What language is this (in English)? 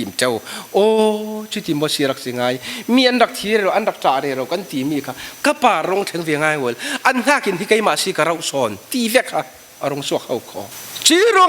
Falam Chin